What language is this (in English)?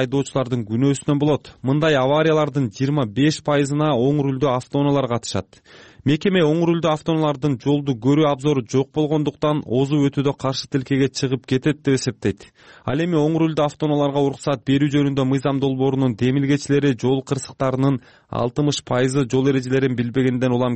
Kyrgyz